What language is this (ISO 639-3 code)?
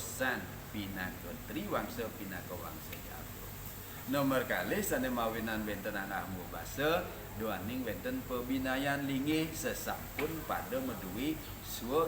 ban